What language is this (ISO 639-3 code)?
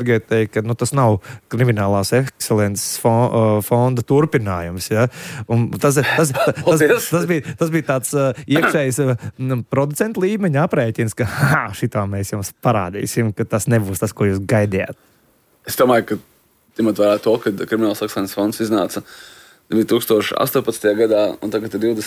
lav